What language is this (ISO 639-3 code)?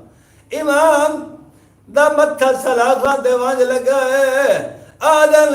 skr